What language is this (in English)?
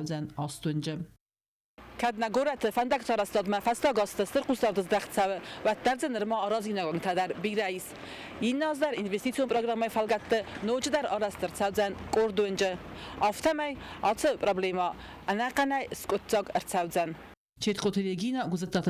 Ossetic